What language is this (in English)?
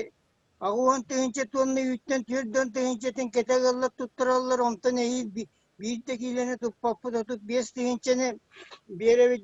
Yakut